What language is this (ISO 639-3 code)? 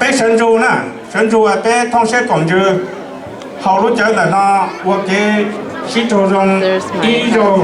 hmn